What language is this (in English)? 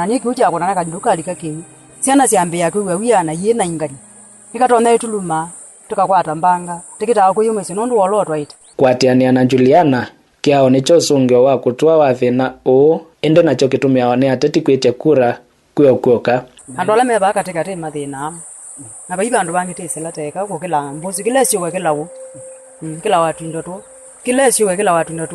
Kamba